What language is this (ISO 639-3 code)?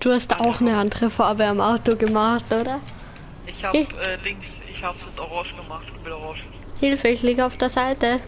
bar